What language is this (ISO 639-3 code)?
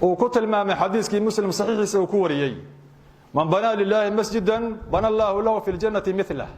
som